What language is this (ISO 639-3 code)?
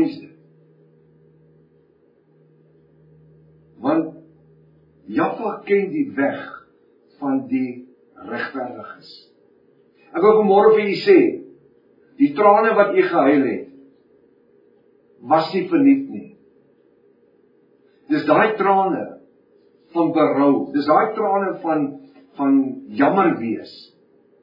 afr